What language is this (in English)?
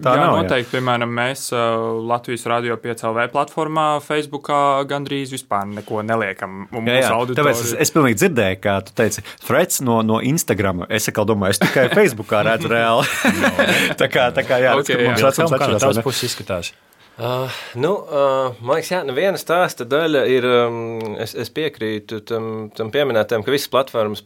Latvian